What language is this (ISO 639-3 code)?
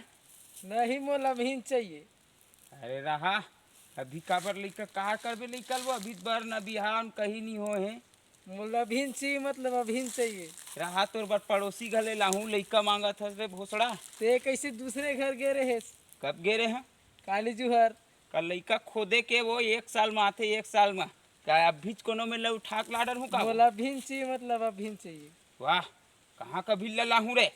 hne